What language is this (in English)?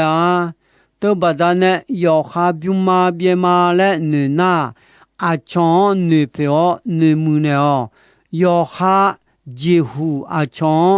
Akha